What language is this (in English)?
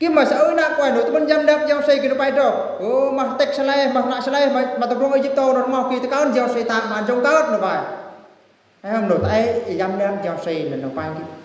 Eastern Bru